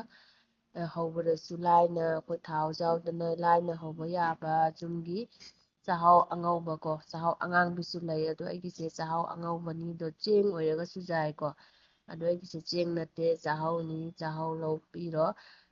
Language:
Manipuri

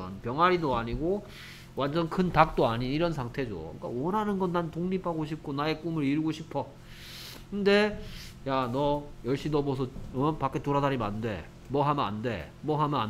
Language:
Korean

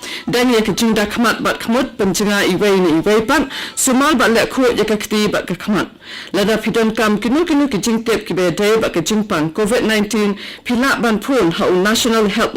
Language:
Khasi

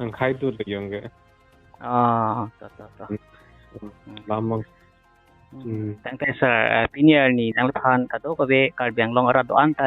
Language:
Karbi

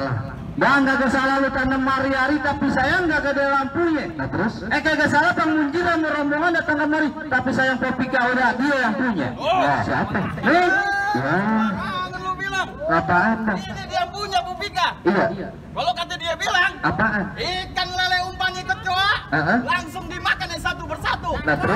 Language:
Betawi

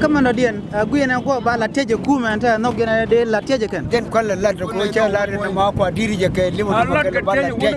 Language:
Nuer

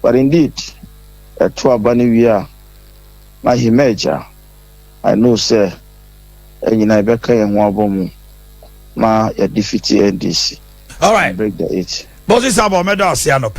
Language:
Akan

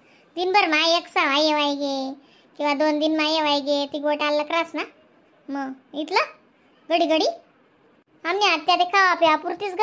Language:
Khandesi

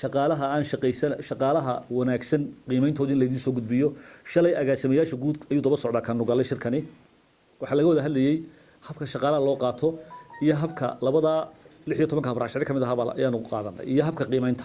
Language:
Somali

